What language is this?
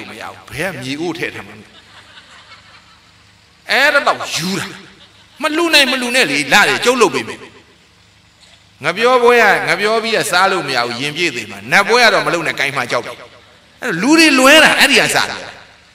Burmese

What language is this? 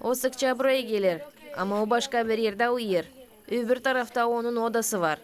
Gagauz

